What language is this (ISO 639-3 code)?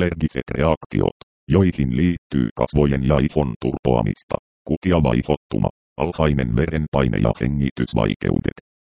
fin